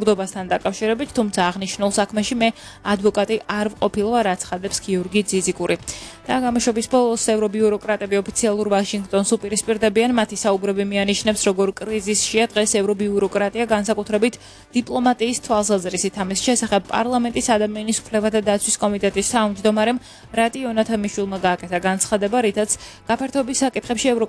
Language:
Georgian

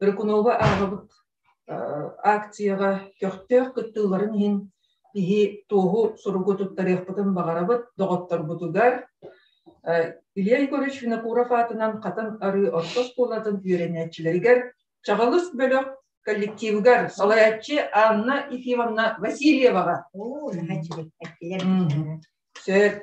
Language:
Yakut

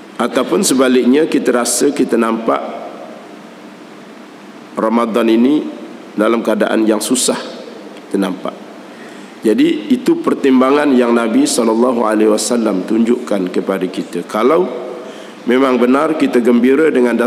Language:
Malay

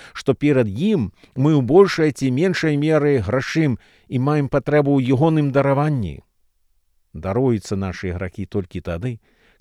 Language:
Belarusian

